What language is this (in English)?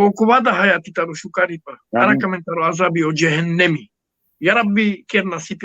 Balkan Romani